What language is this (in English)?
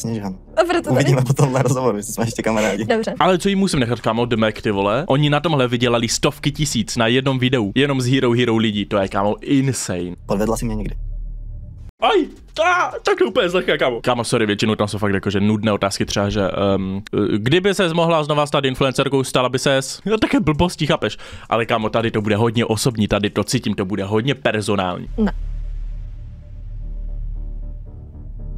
Czech